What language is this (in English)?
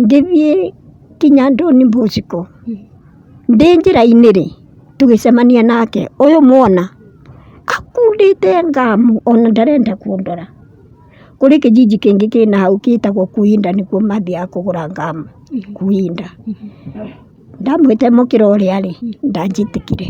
Kikuyu